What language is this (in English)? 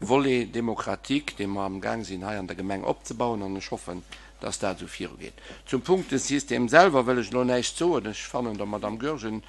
Luxembourgish